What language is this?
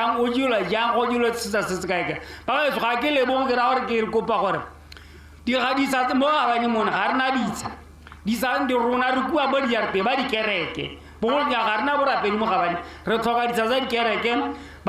Tswana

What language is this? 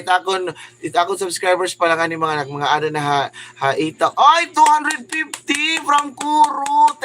Waray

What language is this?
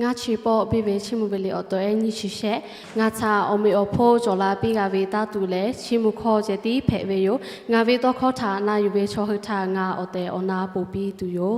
Lahu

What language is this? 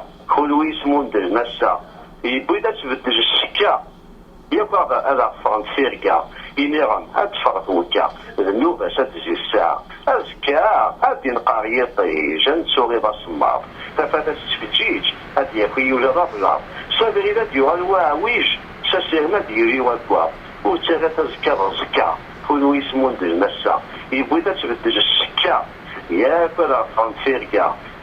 Kabyle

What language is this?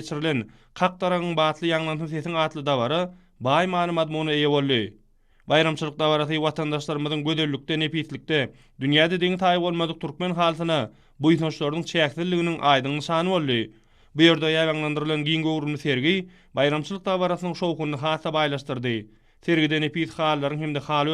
Turkmen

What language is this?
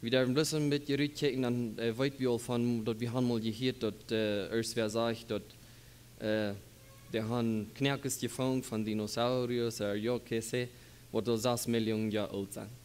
Plautdietsch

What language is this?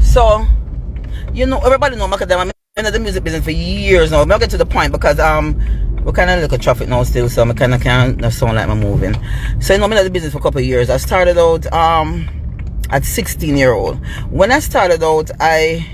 Jamaican Creole English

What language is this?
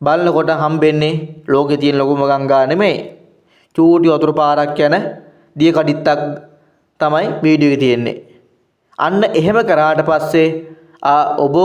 Sinhala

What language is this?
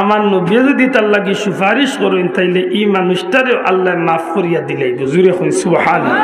Sylheti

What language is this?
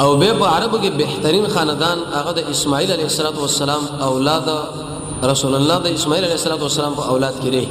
Pashto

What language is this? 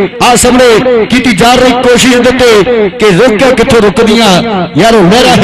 Punjabi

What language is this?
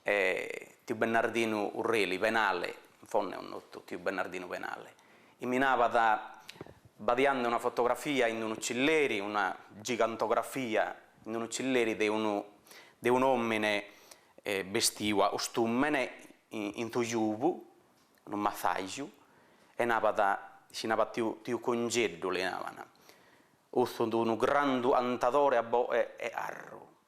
Sardinian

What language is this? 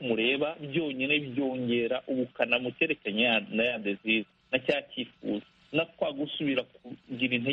Kinyarwanda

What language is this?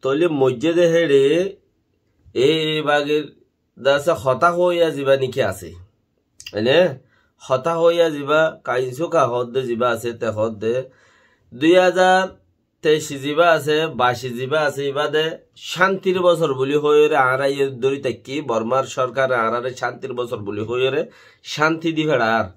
Rohingya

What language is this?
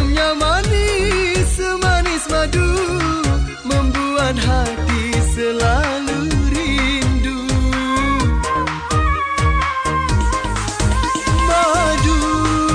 Indonesian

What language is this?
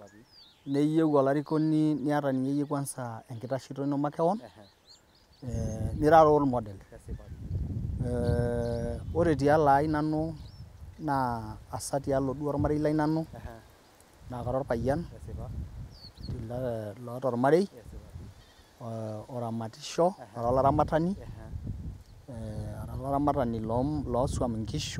Masai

